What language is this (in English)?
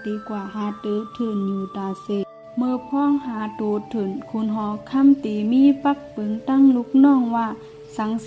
Shan